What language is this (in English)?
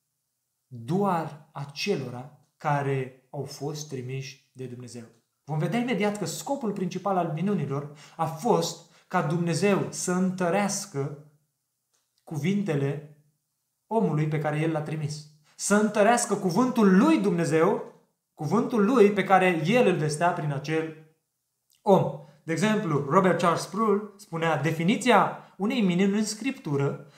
Romanian